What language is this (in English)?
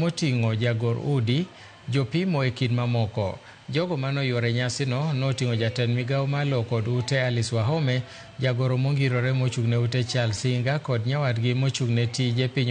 Luo (Kenya and Tanzania)